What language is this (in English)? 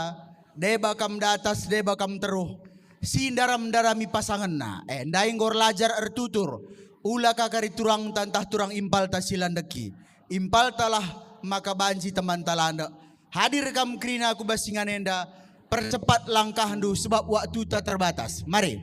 Batak Karo